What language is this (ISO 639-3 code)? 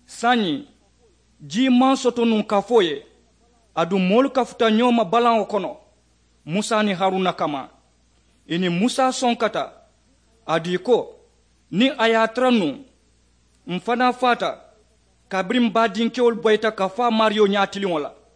man